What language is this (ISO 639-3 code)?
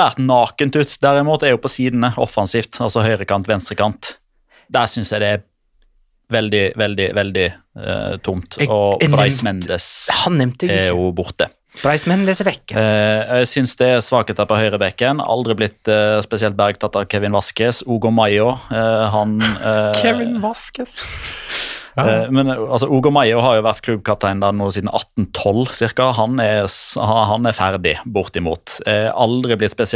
nor